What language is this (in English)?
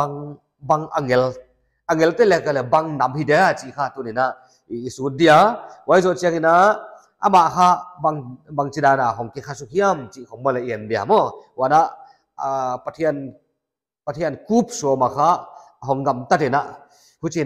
Paite Chin